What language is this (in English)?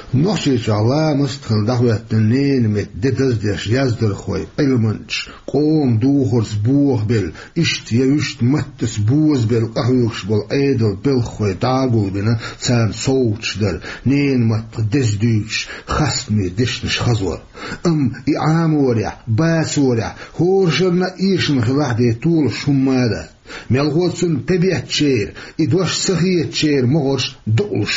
Chechen